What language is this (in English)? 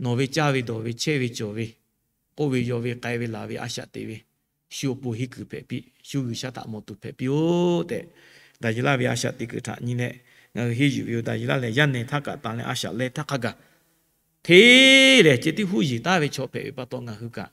Lahu